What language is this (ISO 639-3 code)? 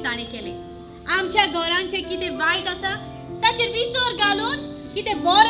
kok